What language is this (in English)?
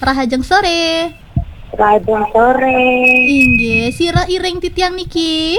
Balinese